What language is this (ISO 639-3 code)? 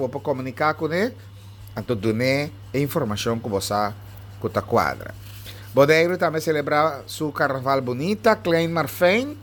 pap